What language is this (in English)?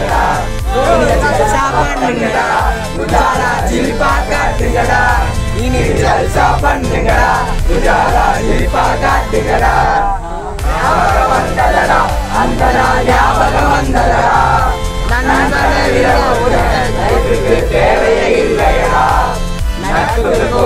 Tamil